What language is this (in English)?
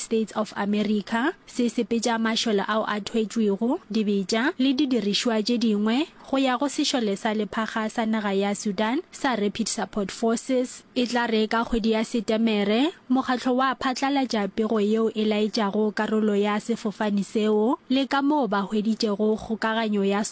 Northern Sotho